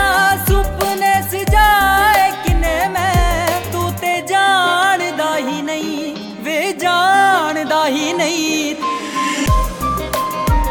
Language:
Punjabi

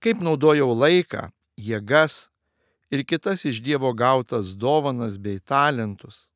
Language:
Lithuanian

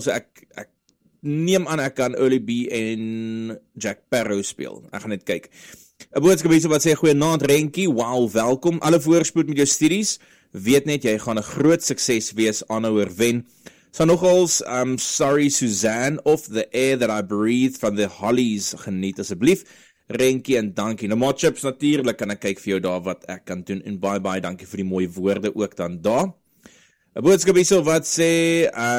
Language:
Afrikaans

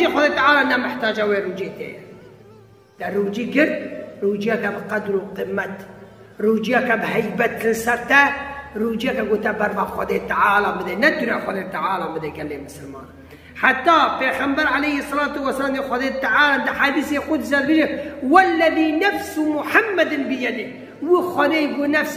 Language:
Kurdish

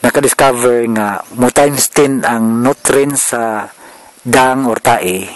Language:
Cebuano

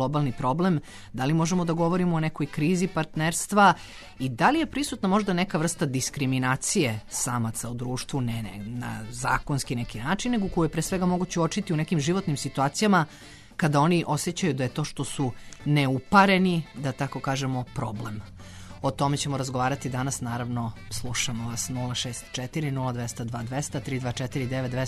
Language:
Serbian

